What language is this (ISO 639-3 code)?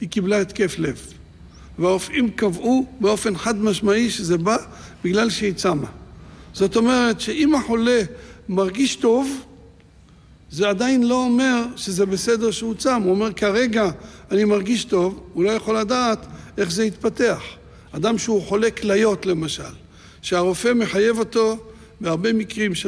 heb